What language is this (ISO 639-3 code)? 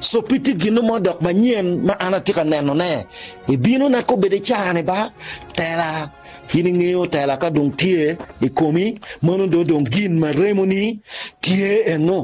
ach